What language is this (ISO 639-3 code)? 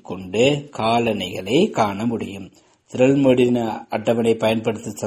tam